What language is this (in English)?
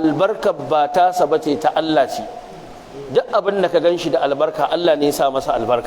Hausa